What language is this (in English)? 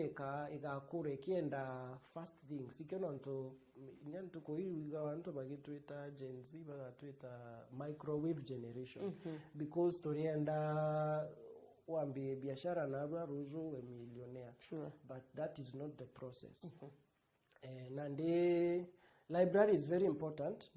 Meru